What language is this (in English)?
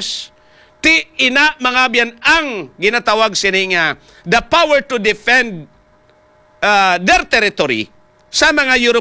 Hiligaynon